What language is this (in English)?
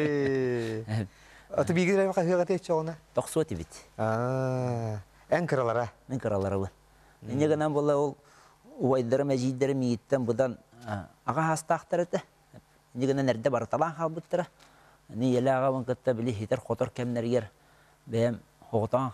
Yakut